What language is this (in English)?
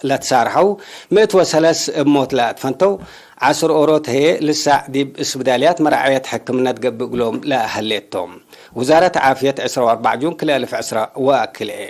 Tigre